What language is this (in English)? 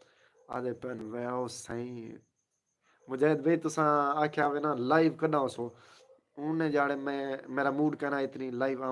Saraiki